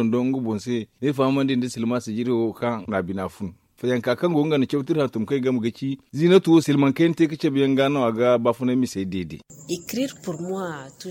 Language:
Zarma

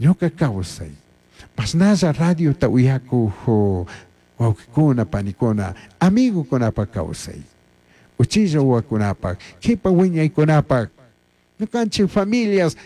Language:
Chimborazo Highland Quichua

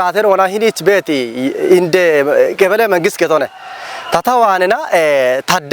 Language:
Kafa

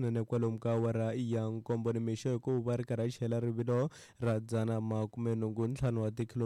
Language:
Tsonga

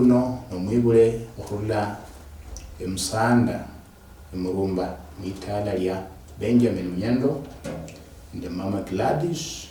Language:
Luyia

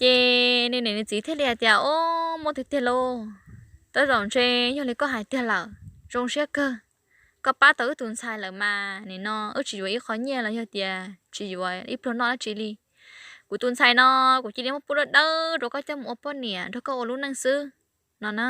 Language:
Hmong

